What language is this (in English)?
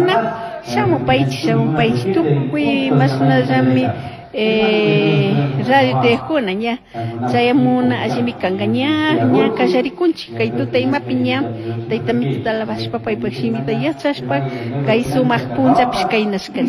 Chimborazo Highland Quichua